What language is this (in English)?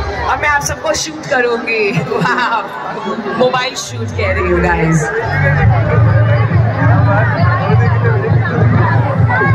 Hindi